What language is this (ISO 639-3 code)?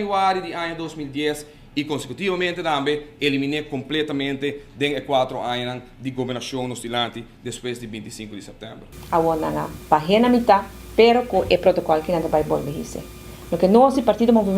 pap